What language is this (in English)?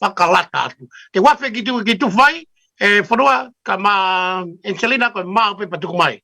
Tongan